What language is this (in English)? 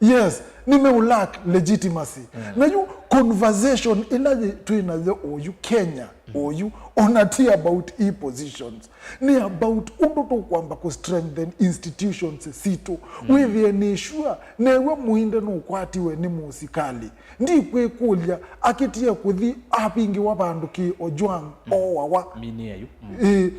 Kamba